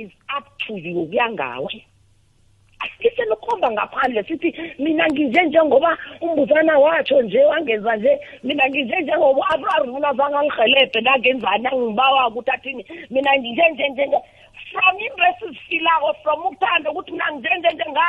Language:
South Ndebele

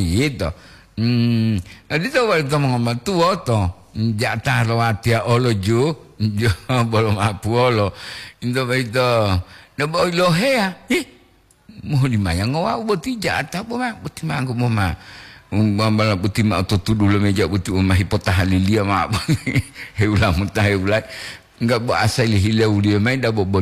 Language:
Gorontalo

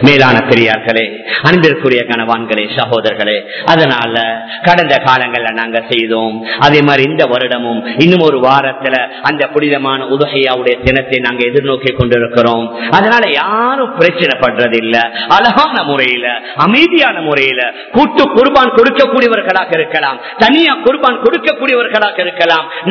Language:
Tamil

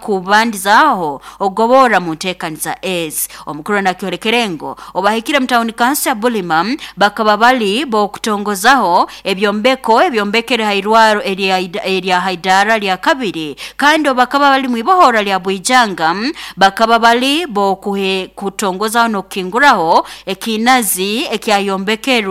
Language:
Nyoro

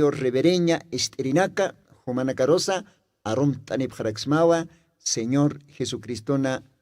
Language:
Aymara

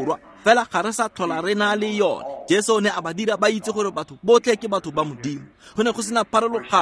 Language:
Tswana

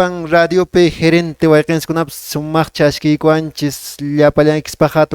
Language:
Quechua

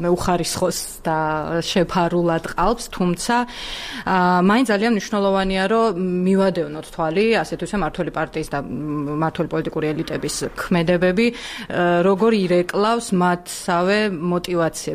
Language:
Georgian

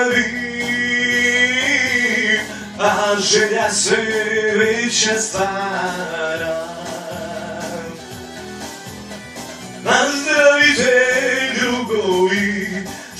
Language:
Serbian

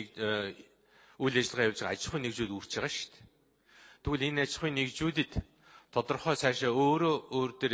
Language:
Mongolian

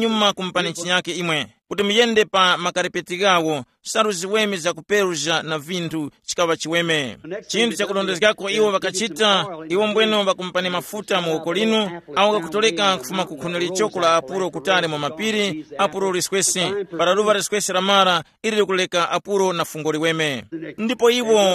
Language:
Tumbuka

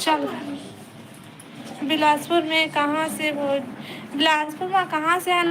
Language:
Chhattisgarhi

